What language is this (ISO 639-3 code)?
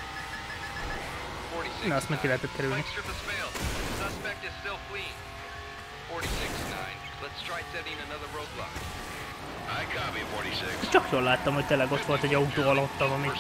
hun